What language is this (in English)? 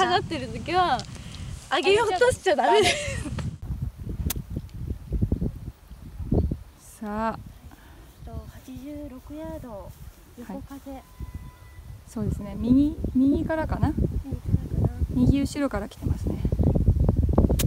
Japanese